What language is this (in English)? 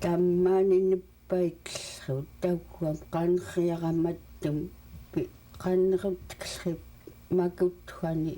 Central Yupik